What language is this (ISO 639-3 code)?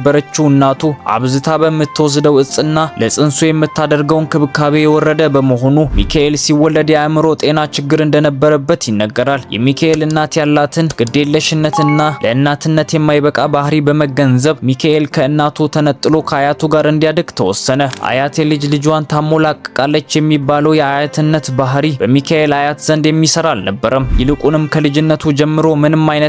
amh